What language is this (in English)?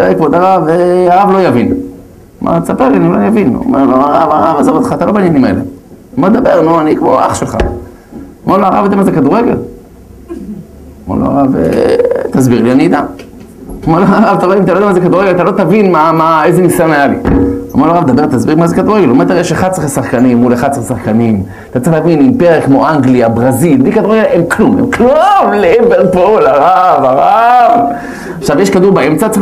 Hebrew